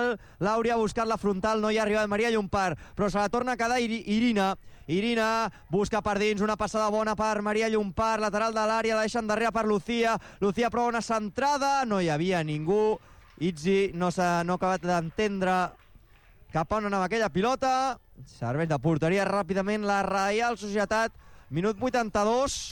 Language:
Catalan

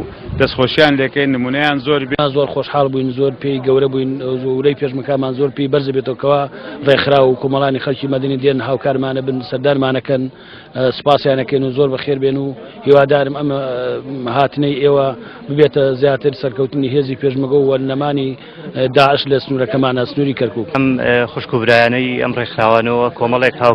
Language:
Central Kurdish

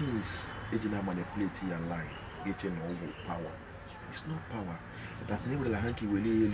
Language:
Igbo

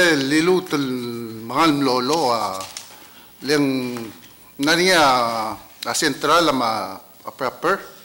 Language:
Palauan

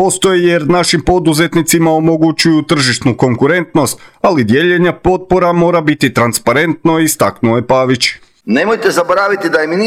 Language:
Croatian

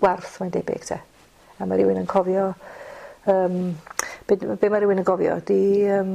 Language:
Welsh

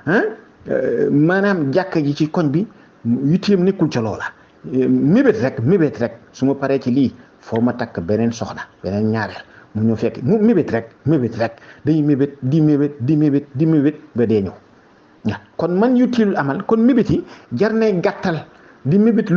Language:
Wolof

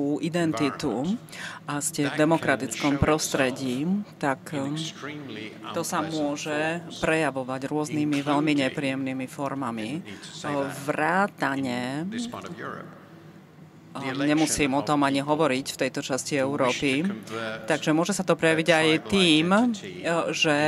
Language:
Slovak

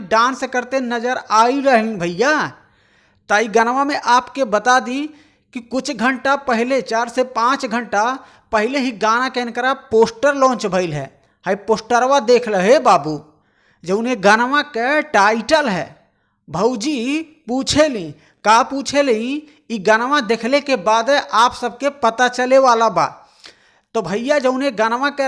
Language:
Bhojpuri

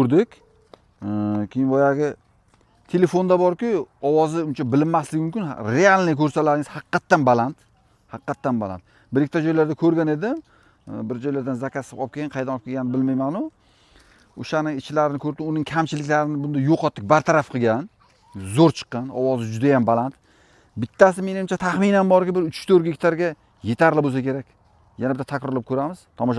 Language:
Uzbek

